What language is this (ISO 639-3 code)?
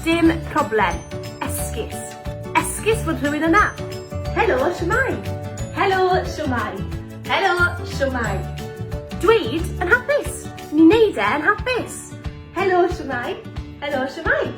cym